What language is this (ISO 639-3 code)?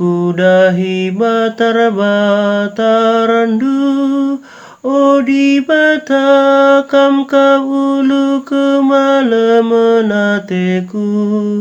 btx